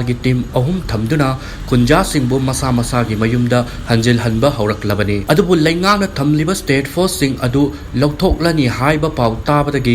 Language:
Manipuri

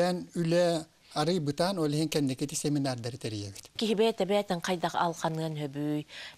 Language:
Yakut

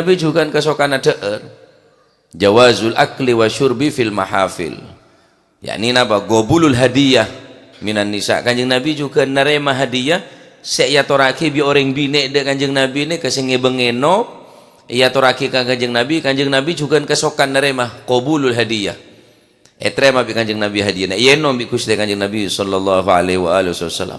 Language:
Madurese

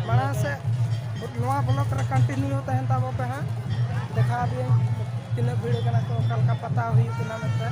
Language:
Santali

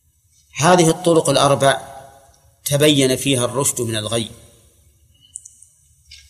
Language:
Arabic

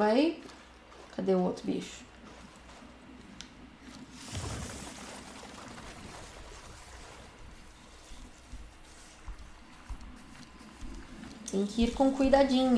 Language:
Portuguese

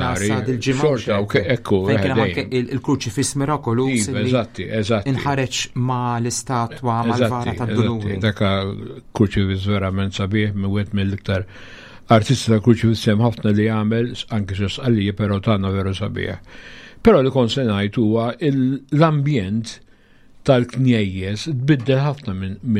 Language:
Maltese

